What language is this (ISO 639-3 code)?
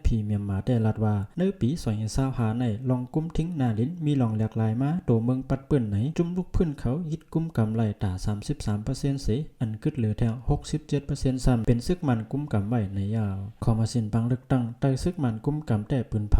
shn